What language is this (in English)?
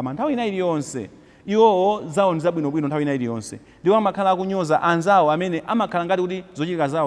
Nyanja